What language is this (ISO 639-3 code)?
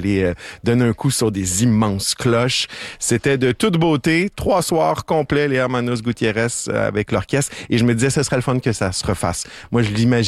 fra